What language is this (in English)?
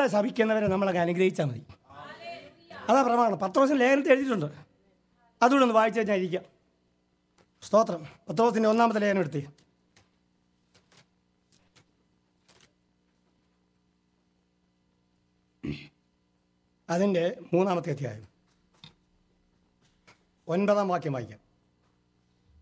Malayalam